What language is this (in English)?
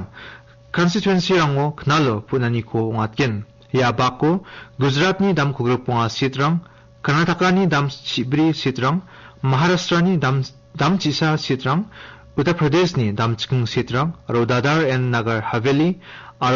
Garo